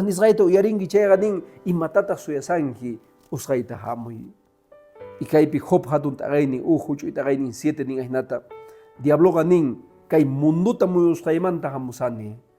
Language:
Quechua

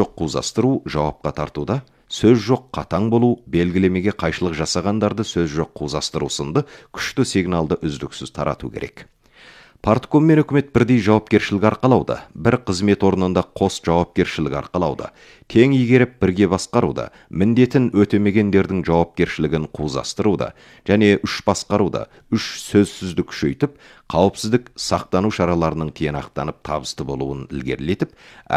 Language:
Kazakh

